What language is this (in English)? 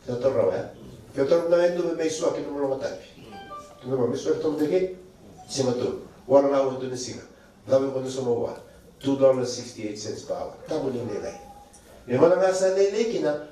Fijian